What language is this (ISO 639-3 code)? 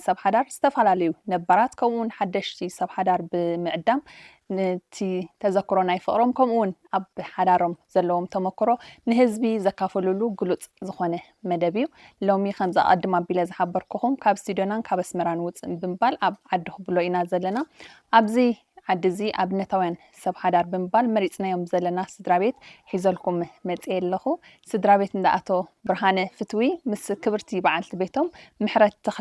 tir